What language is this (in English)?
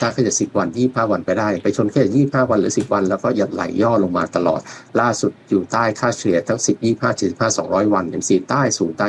Thai